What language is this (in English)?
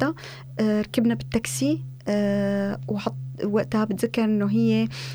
North Levantine Arabic